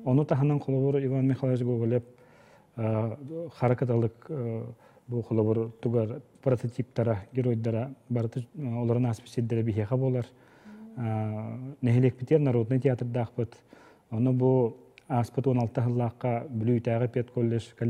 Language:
Yakut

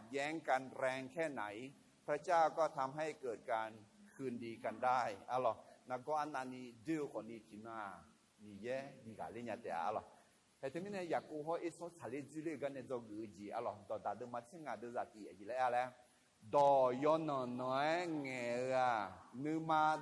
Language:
Akha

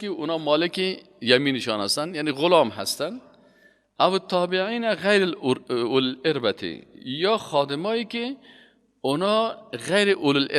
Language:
Persian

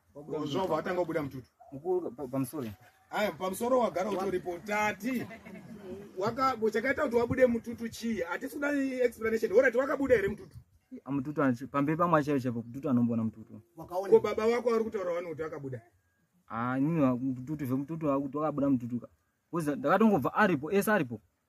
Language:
Shona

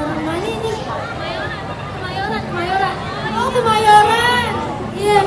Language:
Betawi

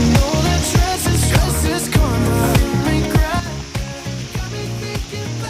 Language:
Cebuano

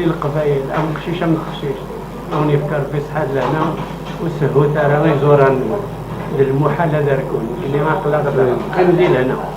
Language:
Kabyle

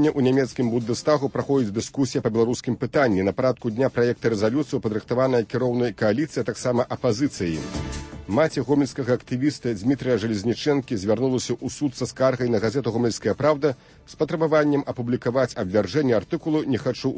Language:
Belarusian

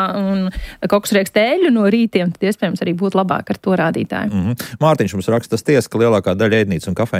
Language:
Latvian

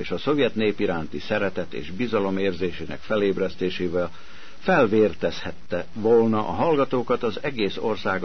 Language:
Hungarian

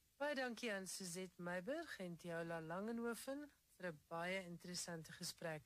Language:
Afrikaans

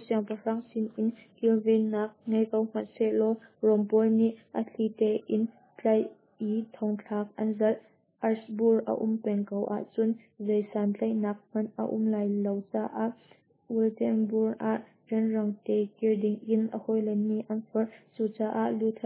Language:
Hakha Chin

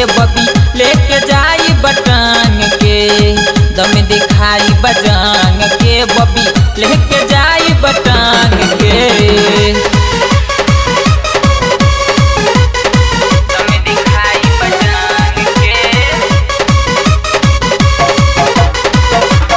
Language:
Bhojpuri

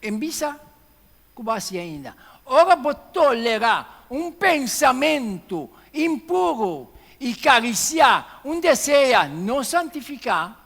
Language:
Papiamento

